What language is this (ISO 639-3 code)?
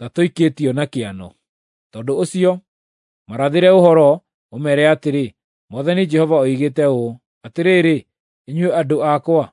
kik